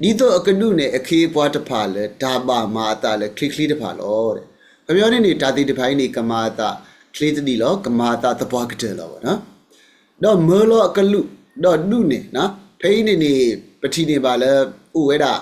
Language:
S'gaw Karen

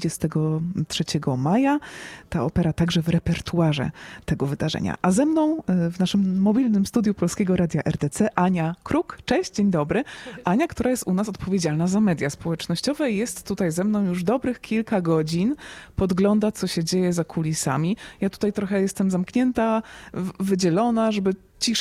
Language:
Polish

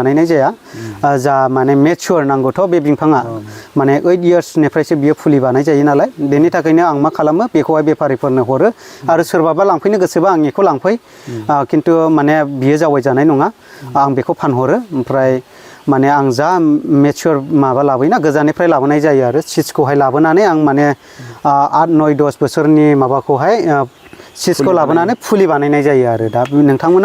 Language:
Bodo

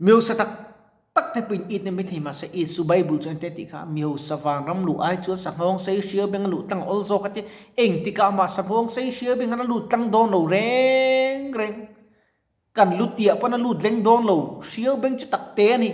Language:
Mizo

